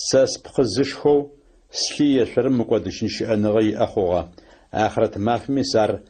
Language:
Adyghe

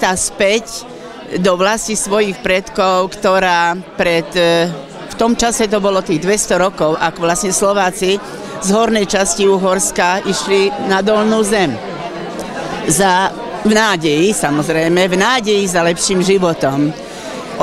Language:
Slovak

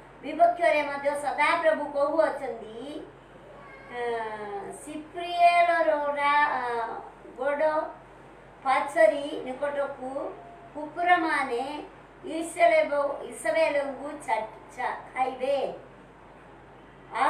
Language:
Odia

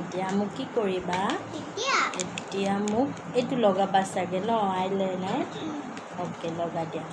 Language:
Assamese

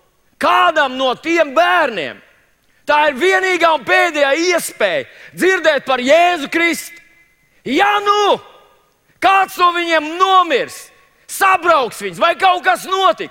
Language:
Latvian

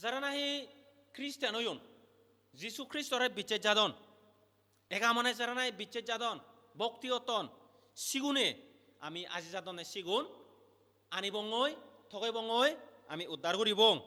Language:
Chakma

